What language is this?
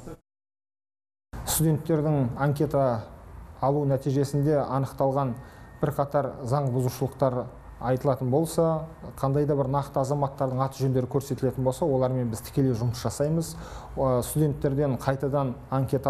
Kazakh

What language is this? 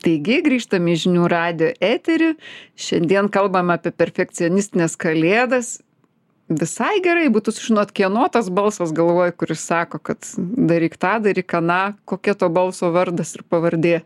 Lithuanian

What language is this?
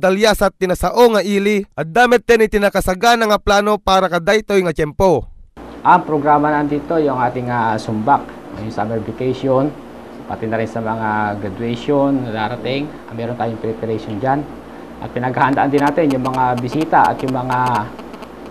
Iloko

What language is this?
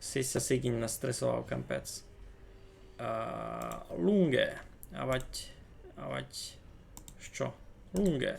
Rusyn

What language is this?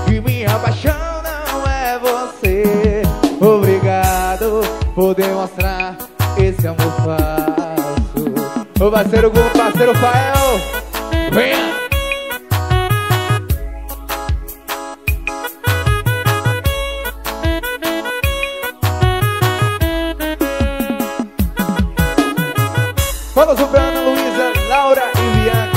Portuguese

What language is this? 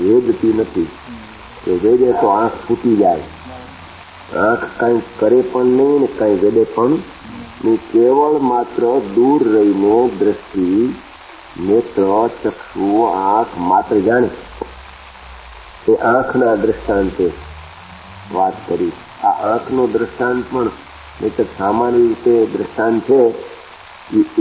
Gujarati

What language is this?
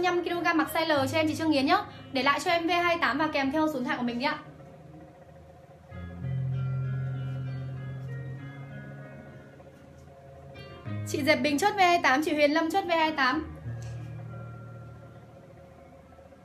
Vietnamese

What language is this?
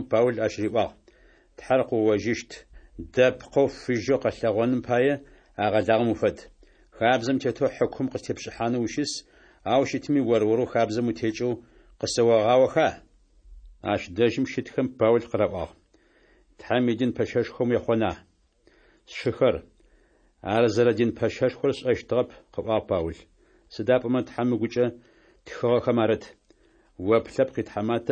Adyghe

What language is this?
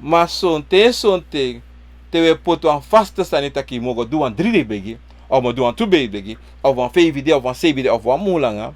Sranan Tongo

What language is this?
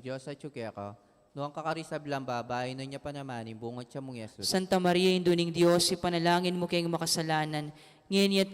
Pampanga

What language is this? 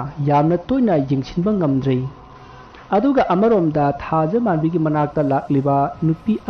Manipuri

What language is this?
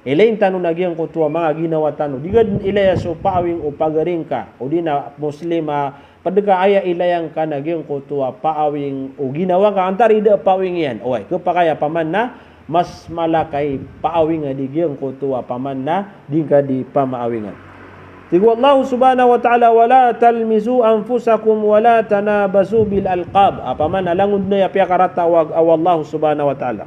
Maranao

